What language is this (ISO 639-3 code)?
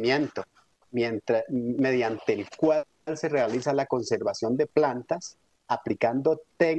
spa